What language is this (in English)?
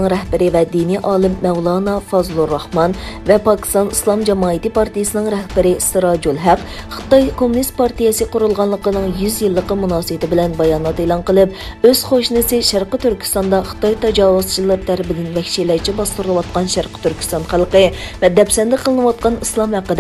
Uyghur